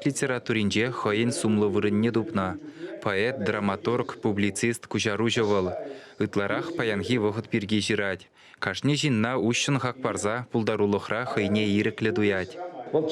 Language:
Chuvash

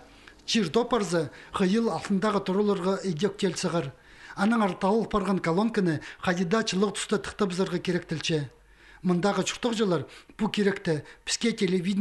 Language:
Khakas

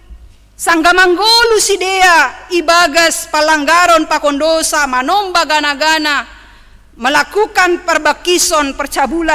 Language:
Batak Simalungun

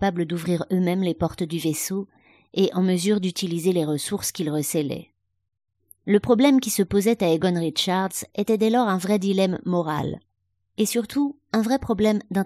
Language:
French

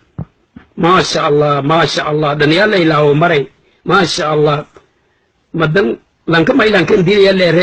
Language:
Somali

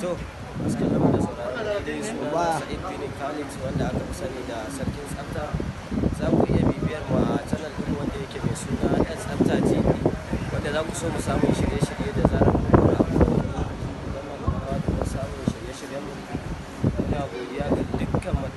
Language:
Hausa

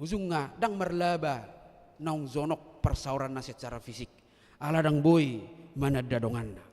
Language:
Batak Toba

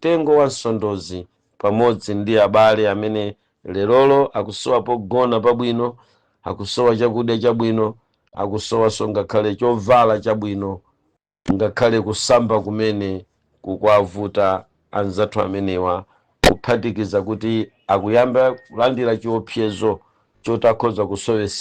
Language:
Nyanja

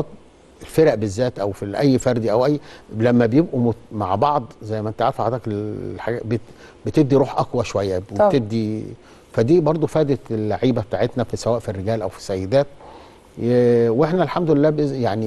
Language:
Egyptian Arabic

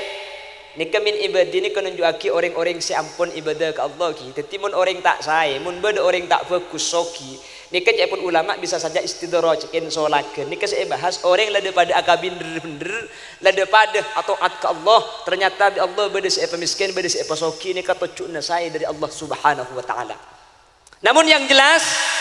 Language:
Madurese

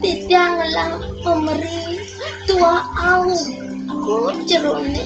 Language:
Balinese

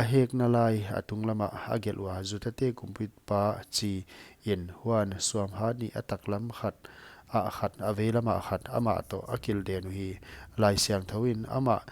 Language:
Paite Chin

